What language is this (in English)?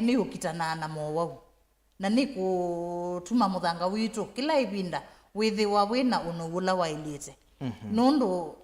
Kamba